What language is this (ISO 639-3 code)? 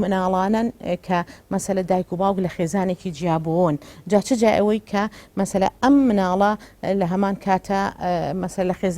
ckb